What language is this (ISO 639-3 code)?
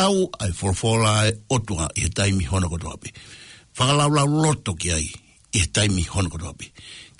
ton